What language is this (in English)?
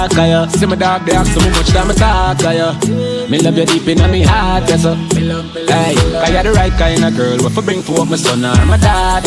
Jamaican Creole English